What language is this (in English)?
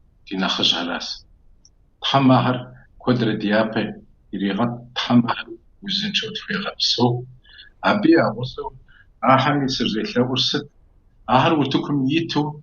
Kabardian